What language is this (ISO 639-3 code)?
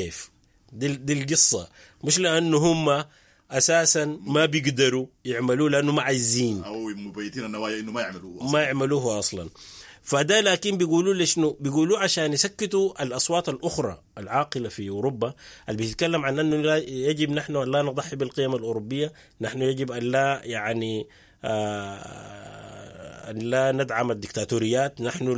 apd